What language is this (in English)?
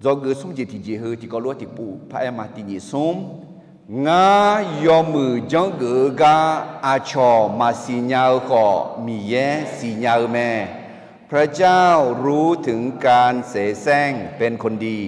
Akha